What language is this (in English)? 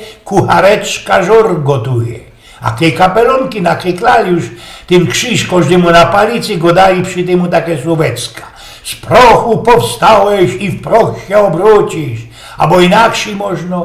Silesian